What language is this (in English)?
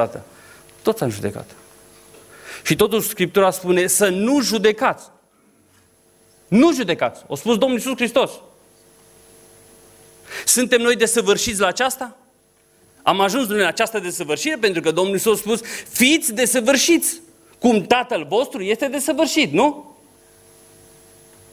Romanian